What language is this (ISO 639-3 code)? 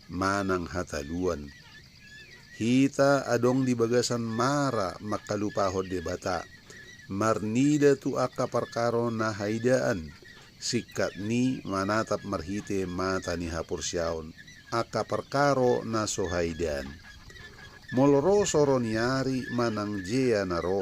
bbc